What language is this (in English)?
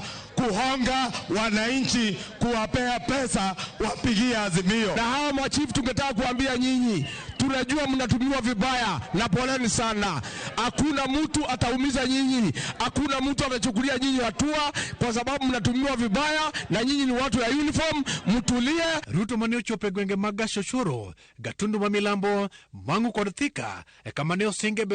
Luo (Kenya and Tanzania)